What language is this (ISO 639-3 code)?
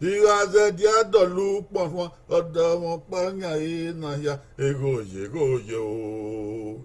bin